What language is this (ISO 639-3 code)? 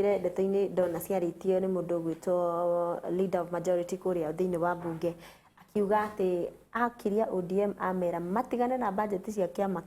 kik